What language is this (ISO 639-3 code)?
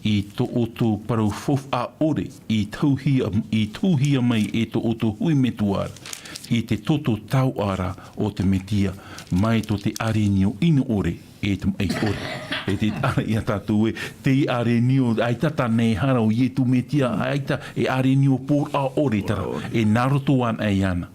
tah